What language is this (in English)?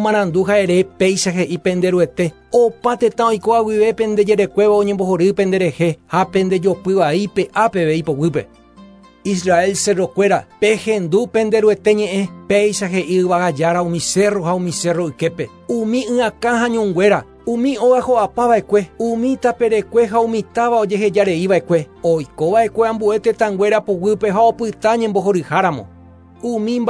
Guarani